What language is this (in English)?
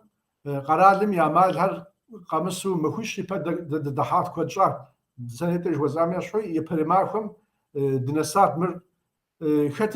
Kabardian